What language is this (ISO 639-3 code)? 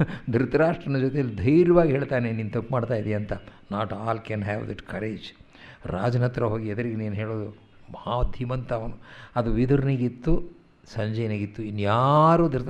kan